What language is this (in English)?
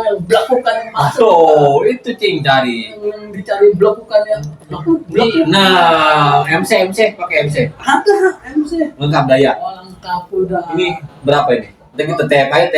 Betawi